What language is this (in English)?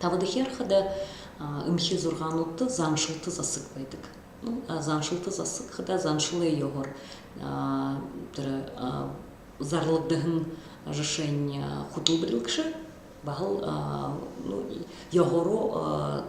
Buriat